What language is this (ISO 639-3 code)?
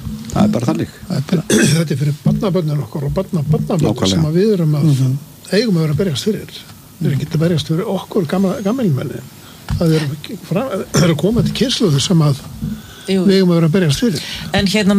isl